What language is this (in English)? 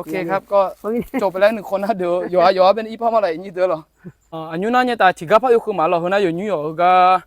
Akha